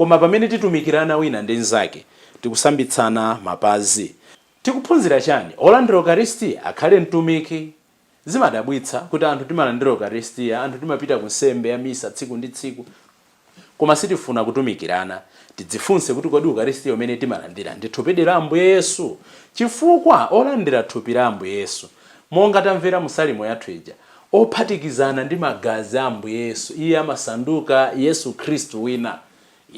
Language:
Nyanja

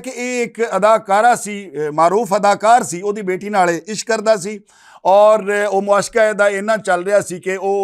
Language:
Western Panjabi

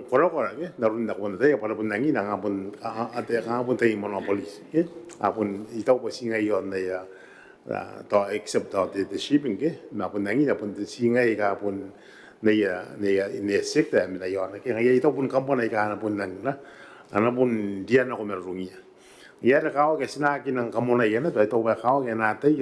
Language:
Gilbertese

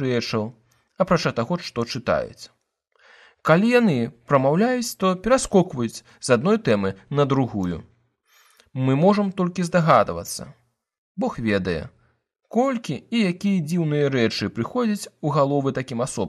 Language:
Belarusian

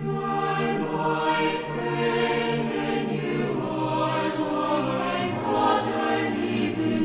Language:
South Bolivian Quechua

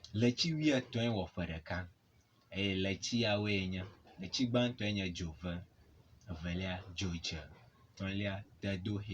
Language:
Ewe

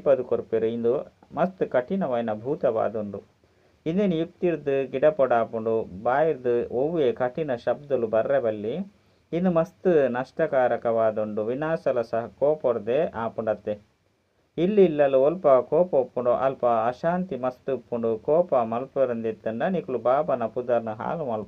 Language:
Tulu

